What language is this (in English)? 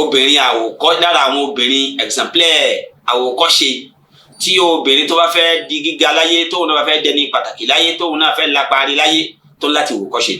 Yoruba